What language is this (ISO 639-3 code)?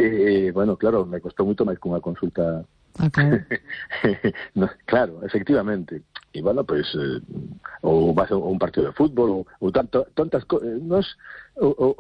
glg